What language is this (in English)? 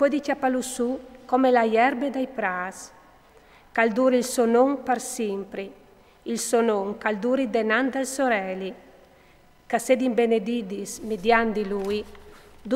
Friulian